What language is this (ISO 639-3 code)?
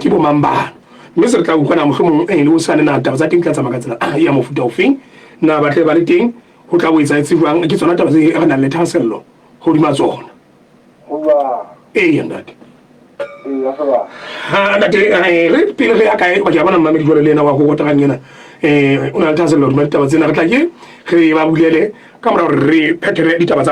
sot